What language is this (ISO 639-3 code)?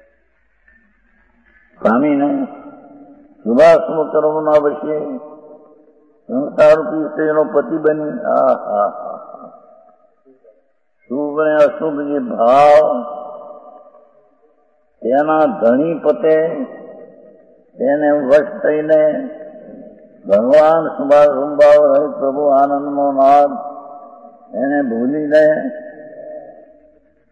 guj